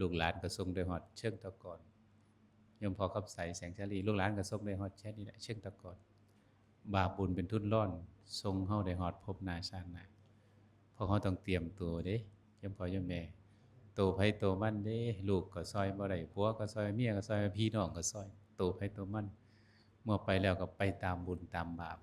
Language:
Northeastern Thai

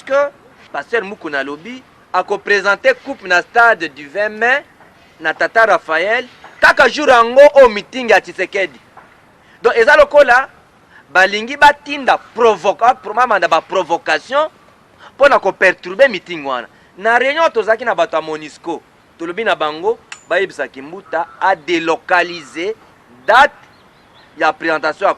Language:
Lingala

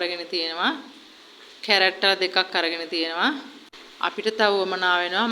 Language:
Sinhala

